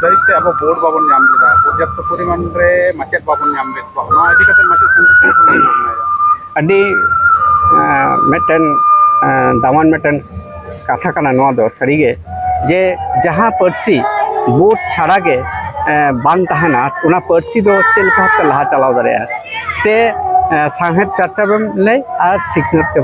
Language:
Santali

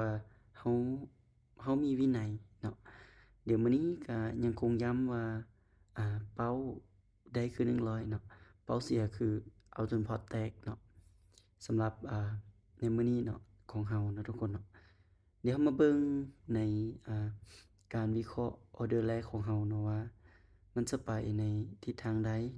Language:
Lao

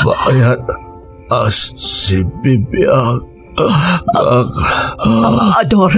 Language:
Iloko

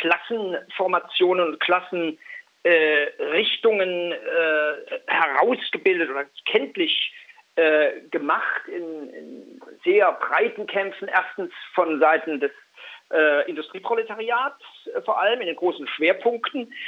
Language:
German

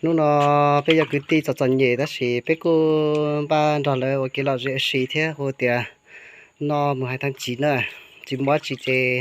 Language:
Hmong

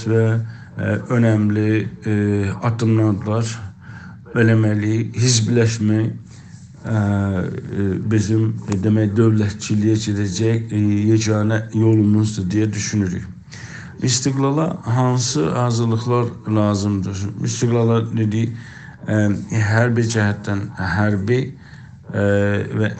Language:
South Azerbaijani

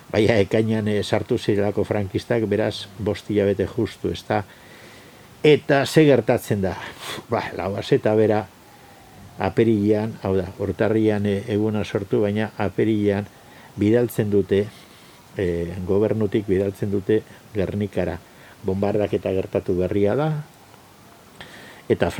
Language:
Basque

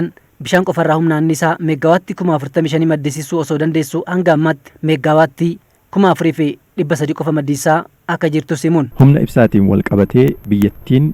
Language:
Oromo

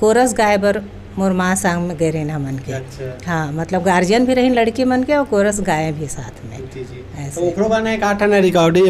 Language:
Chhattisgarhi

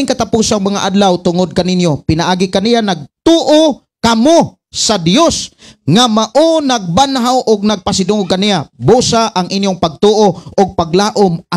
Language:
Cebuano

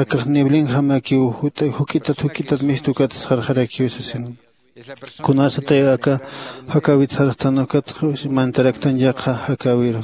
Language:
Aymara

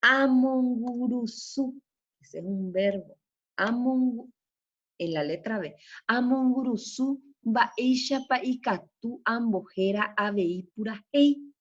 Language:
Guarani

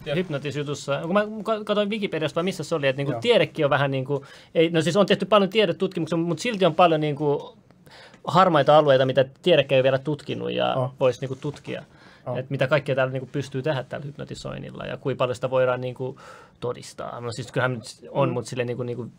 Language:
Finnish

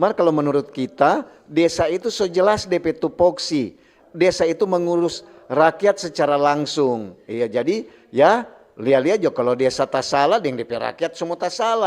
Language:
Manado Malay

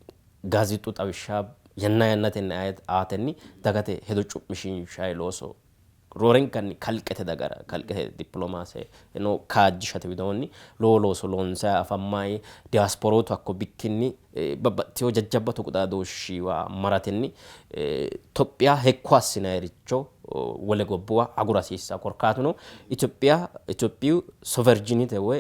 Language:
Sidamo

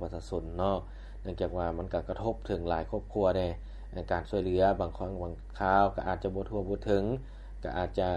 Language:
Lao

